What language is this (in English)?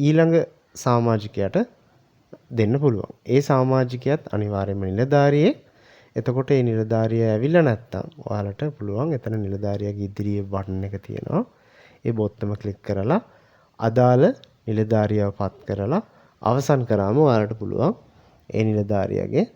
Sinhala